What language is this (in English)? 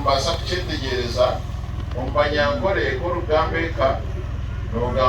Nyankole